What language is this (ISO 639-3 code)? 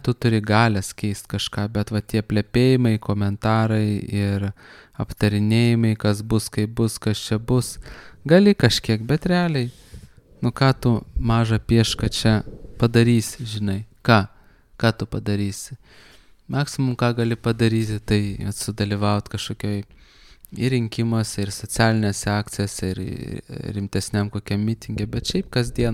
lit